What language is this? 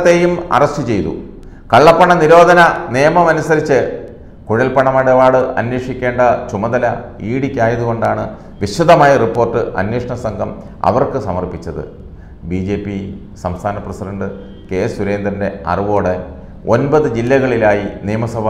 Malayalam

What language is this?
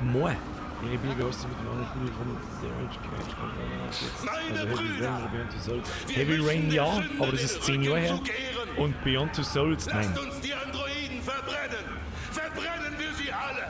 Bavarian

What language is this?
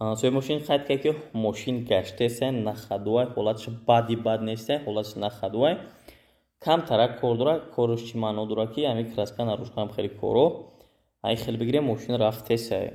Tajik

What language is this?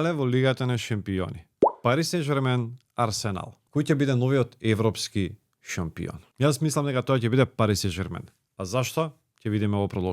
Macedonian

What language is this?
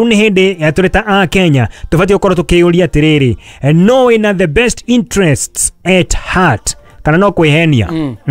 Kikuyu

